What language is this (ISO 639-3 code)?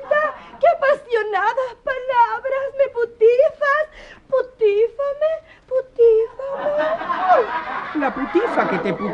spa